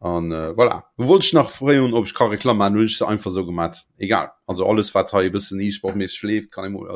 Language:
Luxembourgish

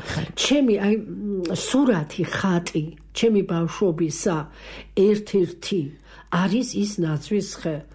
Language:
Georgian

